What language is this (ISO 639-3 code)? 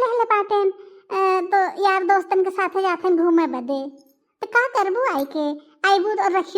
bho